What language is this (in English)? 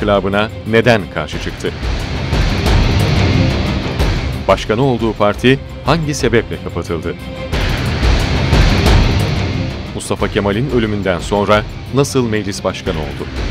Turkish